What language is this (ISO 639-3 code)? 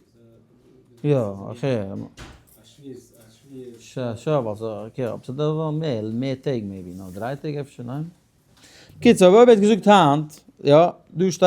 yid